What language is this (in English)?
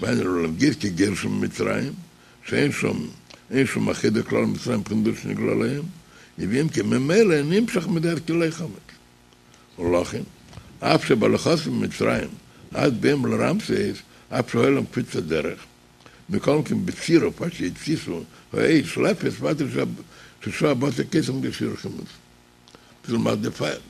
Yiddish